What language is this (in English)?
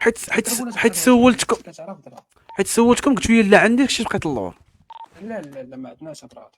Moroccan Arabic